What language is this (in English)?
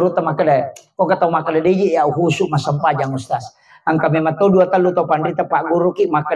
Buginese